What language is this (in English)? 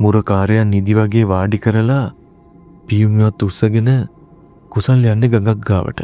Sinhala